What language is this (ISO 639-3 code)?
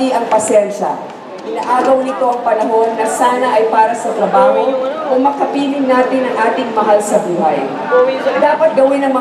fil